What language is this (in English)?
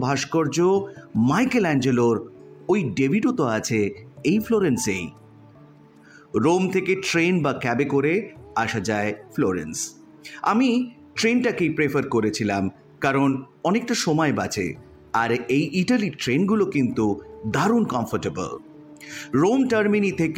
Bangla